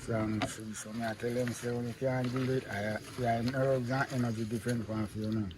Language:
Jamaican Creole English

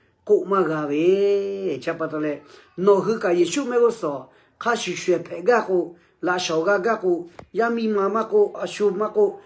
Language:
Lahu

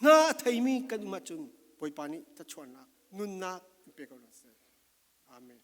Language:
Falam Chin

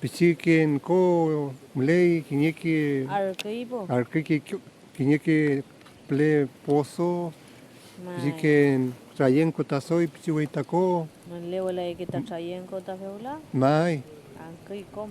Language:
Mapuche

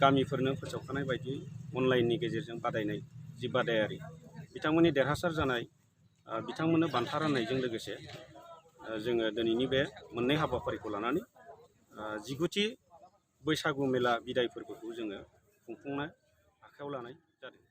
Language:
Bodo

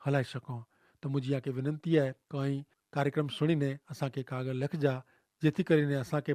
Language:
Kachhi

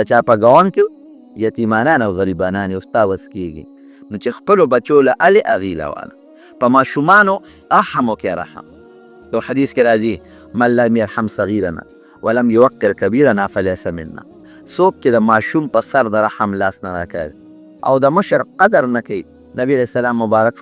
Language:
Pashto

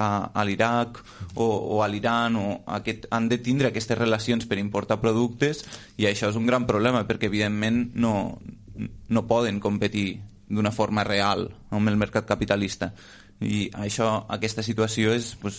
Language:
Catalan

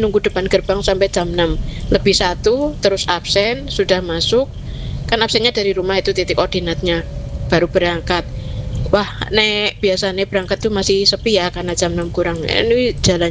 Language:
Indonesian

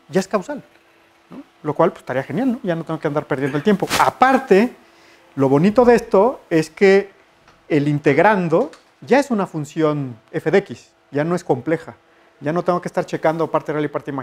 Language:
Spanish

